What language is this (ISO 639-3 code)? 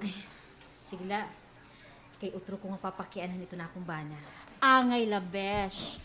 war